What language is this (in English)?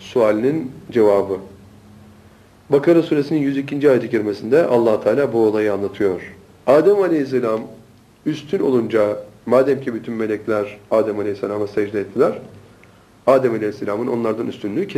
Turkish